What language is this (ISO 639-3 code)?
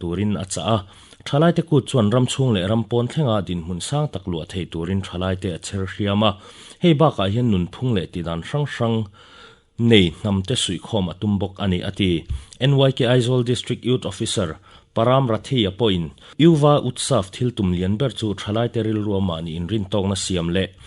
lus